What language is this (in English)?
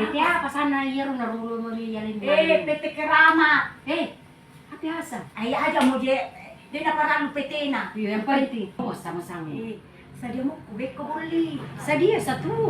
Buginese